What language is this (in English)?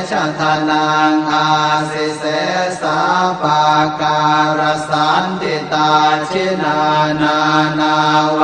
Pali